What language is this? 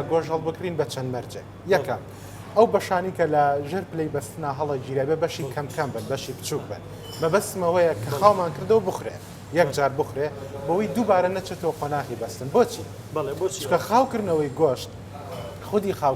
Central Kurdish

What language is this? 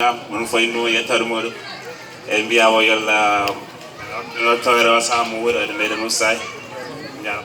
Fula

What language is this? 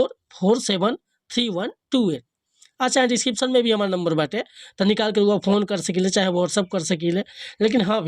Bhojpuri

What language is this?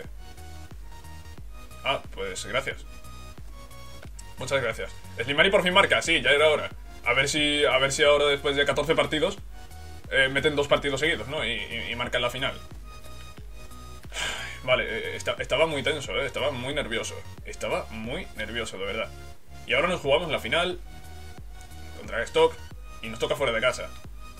Spanish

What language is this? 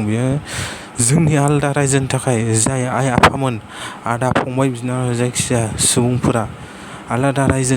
Bodo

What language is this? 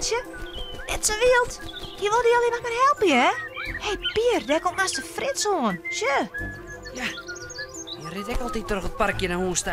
Western Frisian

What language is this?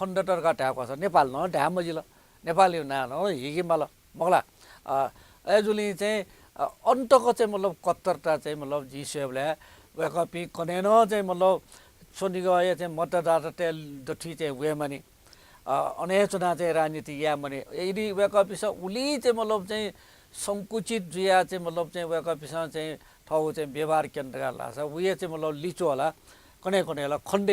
Newari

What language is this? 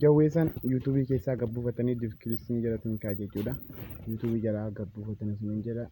Oromo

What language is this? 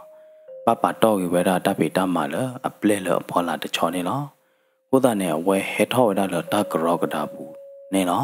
S'gaw Karen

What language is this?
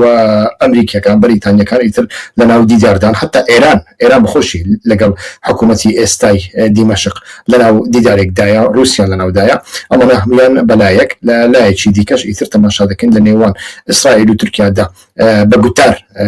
Central Kurdish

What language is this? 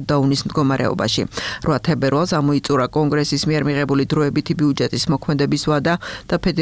Georgian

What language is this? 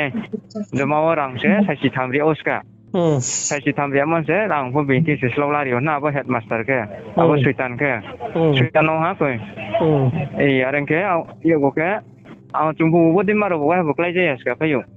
Riang (India)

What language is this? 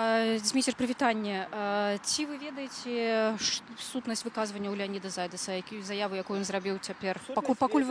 Belarusian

